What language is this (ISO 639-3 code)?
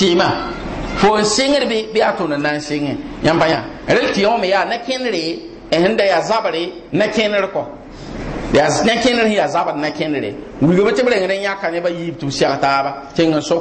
mos